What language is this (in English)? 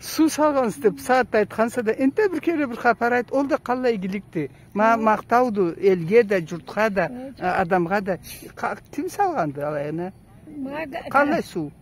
Karachay-Balkar